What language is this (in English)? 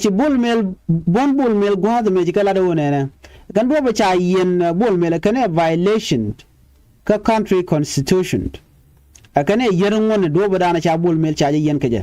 Nuer